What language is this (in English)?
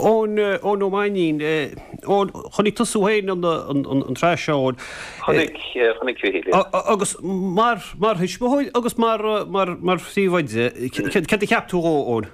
Irish